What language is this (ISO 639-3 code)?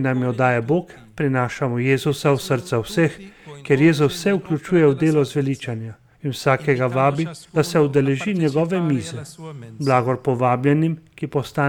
slv